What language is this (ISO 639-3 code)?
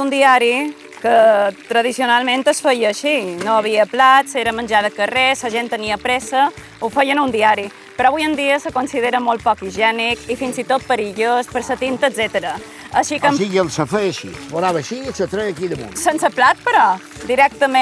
cat